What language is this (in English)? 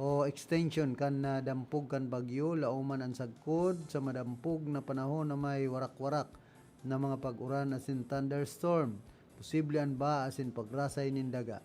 Bikol